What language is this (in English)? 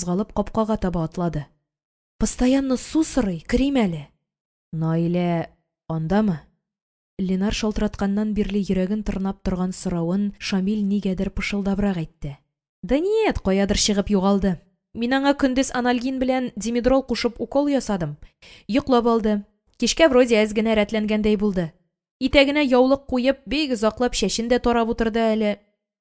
Tatar